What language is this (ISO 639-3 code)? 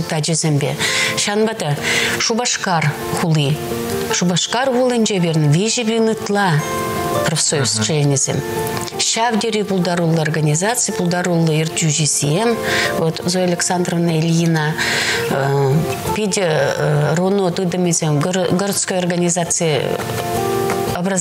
chv